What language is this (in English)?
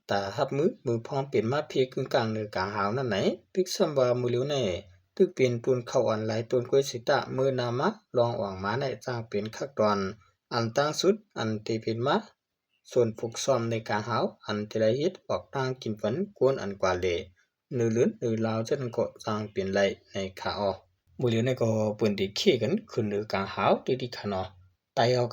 Shan